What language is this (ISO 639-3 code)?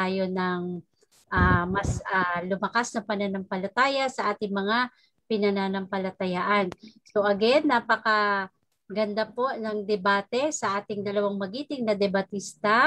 fil